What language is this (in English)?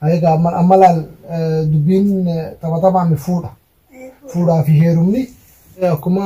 Oromo